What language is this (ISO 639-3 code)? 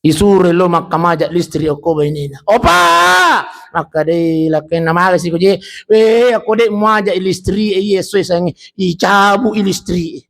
bug